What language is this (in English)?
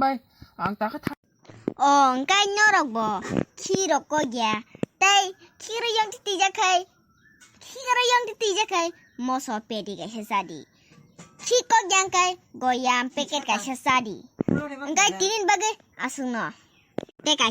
Kok Borok